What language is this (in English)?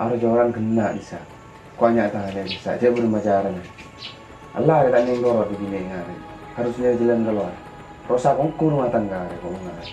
Madurese